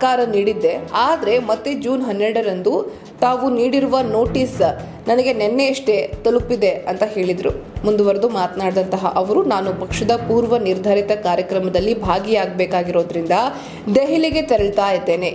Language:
Kannada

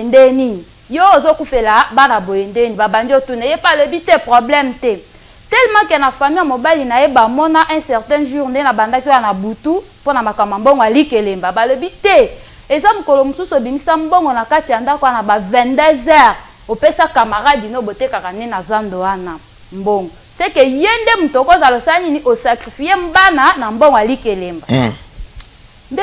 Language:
Lingala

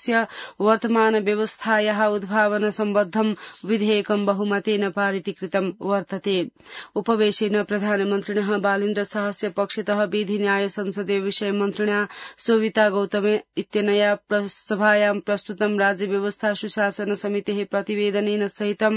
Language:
Sanskrit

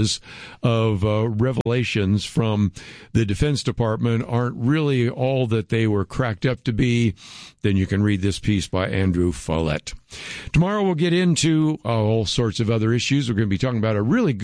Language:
English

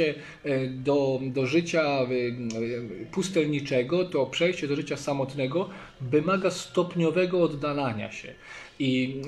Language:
Polish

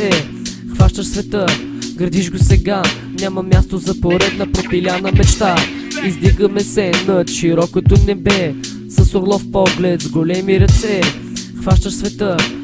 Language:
Bulgarian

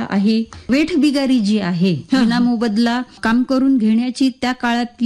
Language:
Marathi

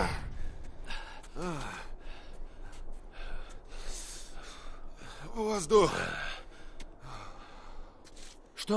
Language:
Russian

